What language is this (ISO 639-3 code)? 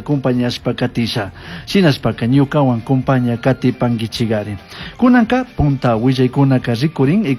qug